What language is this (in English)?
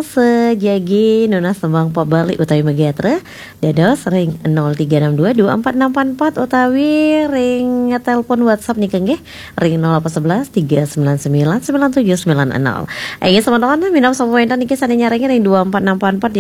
Balinese